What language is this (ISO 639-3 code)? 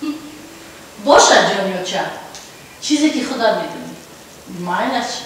tgk